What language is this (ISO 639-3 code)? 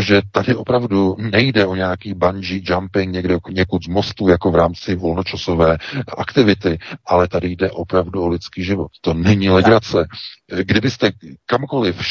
ces